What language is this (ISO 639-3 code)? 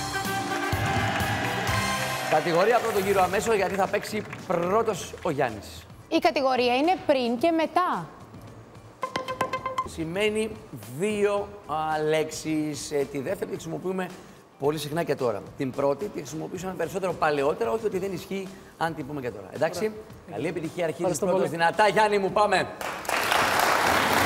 ell